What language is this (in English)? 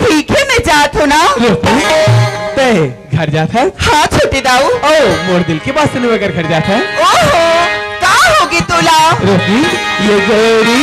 Chhattisgarhi